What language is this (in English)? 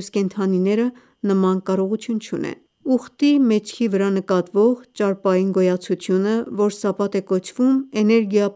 Armenian